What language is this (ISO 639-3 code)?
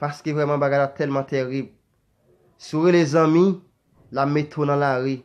hat